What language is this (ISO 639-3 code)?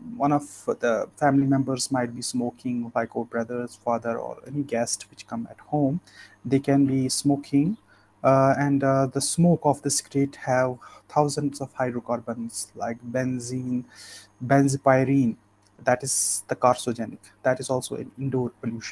eng